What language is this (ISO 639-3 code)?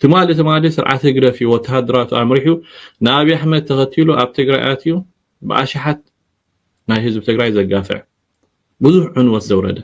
tir